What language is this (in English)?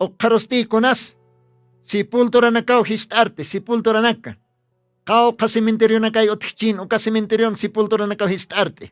Aymara